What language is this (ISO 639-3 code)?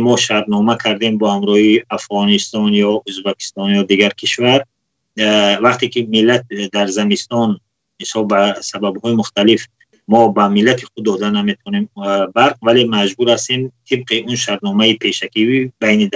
tgk